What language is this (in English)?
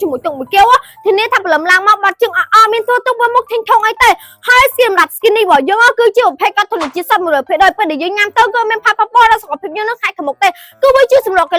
Khmer